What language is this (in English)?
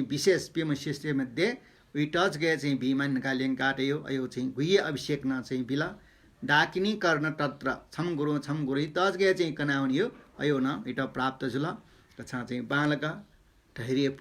Newari